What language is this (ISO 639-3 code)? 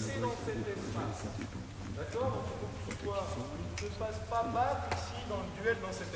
fra